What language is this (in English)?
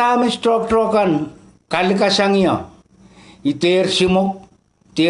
Pohnpeian